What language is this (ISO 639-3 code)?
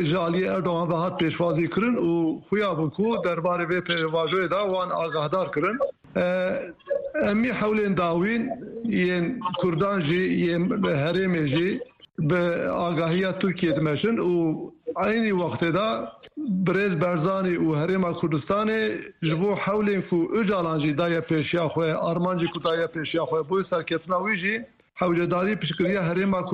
kur